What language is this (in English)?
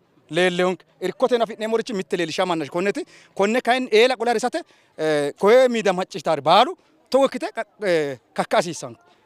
Sidamo